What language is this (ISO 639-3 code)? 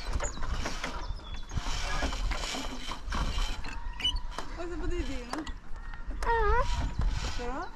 nor